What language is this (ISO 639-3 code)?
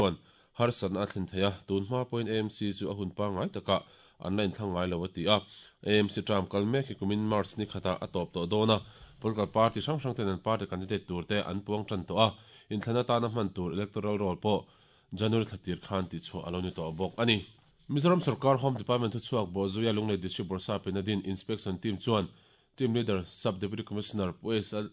lus